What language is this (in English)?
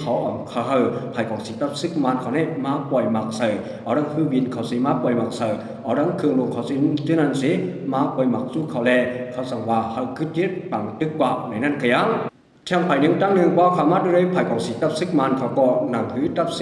Shan